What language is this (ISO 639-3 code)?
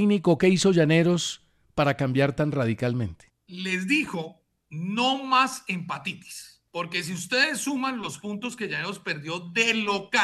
spa